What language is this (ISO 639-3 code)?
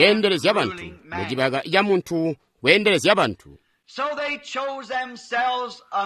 toi